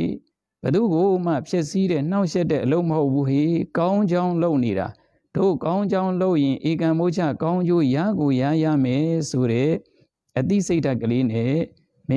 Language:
Burmese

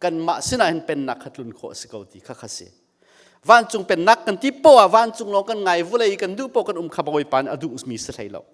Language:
Hakha Chin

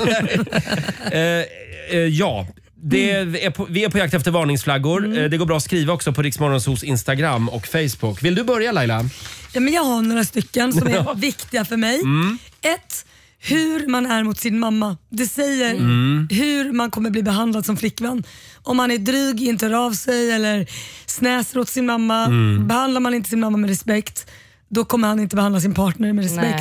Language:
Swedish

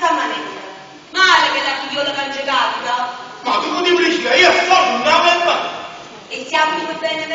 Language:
Neapolitan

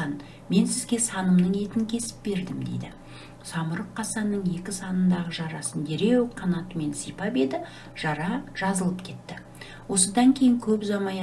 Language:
Kazakh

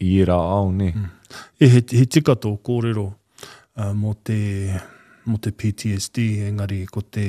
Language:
Māori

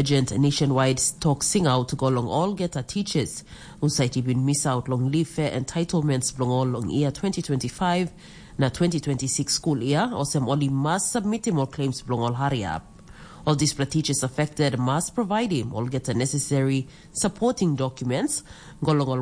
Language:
Tok Pisin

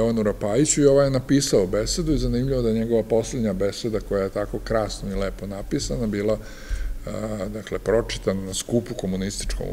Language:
Serbian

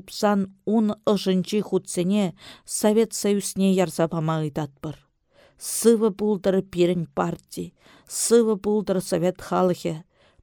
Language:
Chuvash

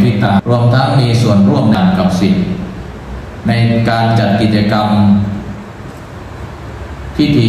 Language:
Thai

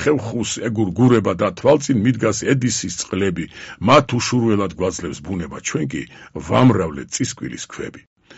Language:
Georgian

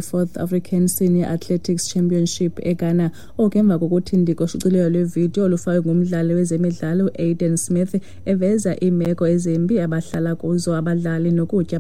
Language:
Xhosa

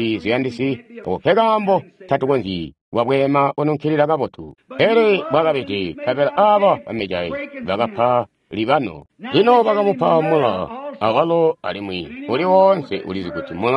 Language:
Tonga (Zambia)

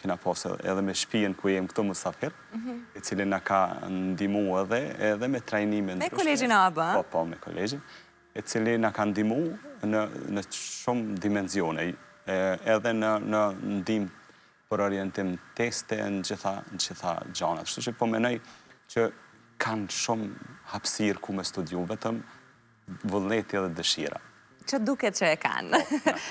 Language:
Albanian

